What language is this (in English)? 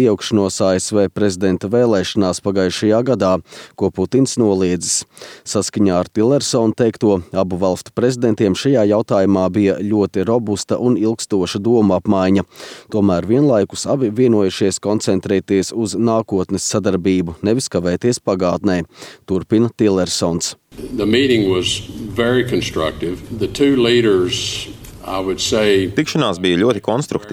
Latvian